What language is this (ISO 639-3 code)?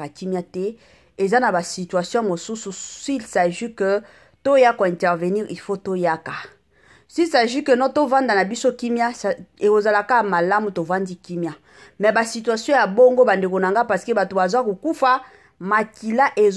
lin